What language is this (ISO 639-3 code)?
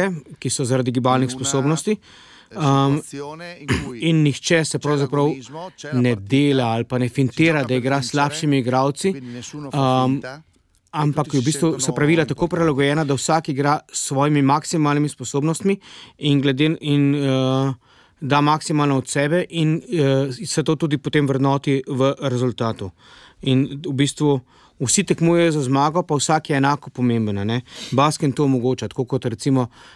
slv